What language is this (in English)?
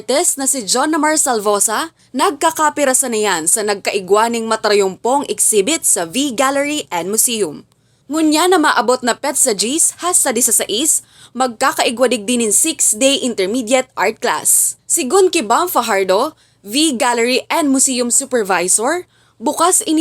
Bikol